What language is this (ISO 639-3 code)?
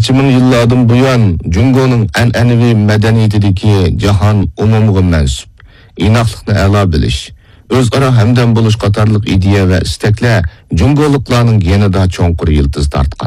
uig